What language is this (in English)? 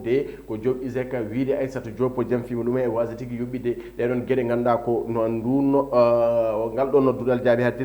Fula